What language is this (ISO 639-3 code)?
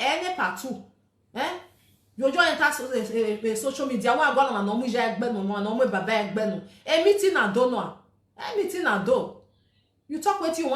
pcm